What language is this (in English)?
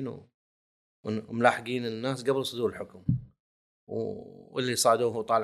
Gulf Arabic